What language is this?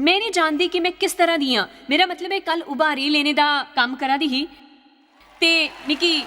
Dogri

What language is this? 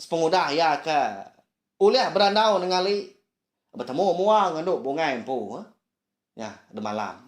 Iban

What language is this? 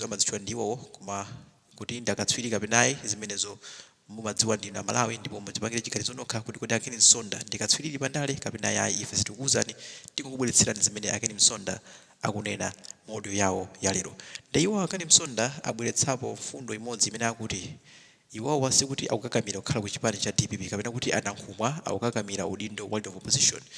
Nyanja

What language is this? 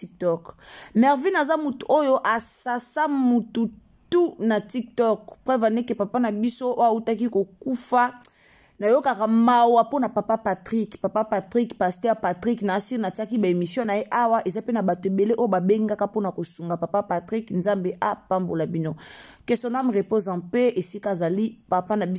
Lingala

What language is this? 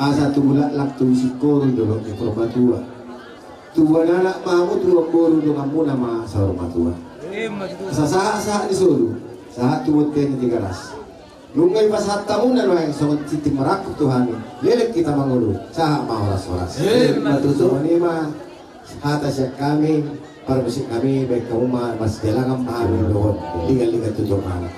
Batak Toba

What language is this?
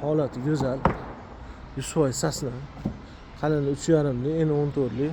Uzbek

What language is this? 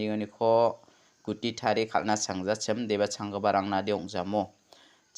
Garo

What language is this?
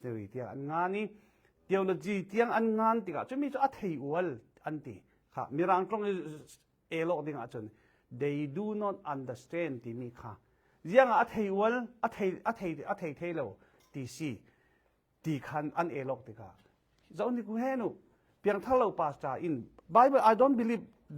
Falam Chin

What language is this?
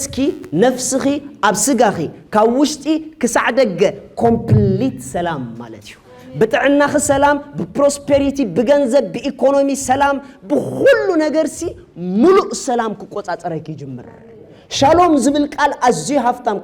Tigrinya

